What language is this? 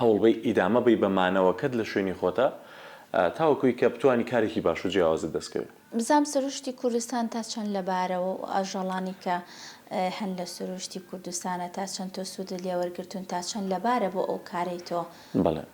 Central Kurdish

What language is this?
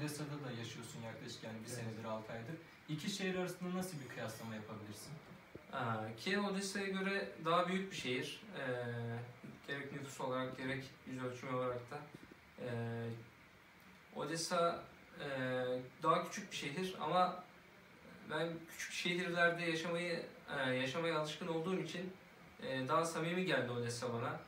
Turkish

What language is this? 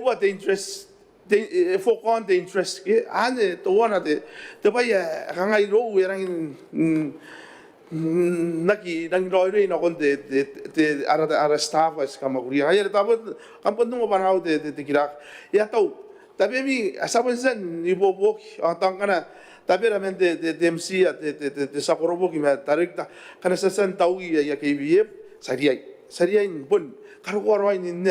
Gilbertese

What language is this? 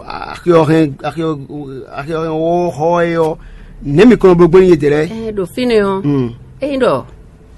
Fon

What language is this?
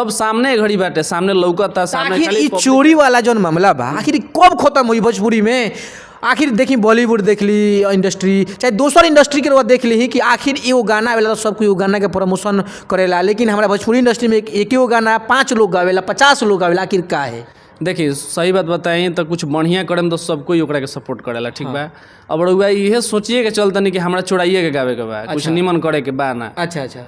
Bhojpuri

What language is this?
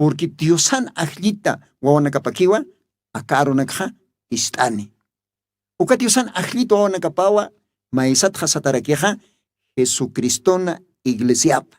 Aymara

